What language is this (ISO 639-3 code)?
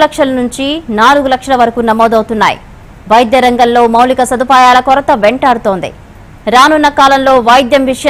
tel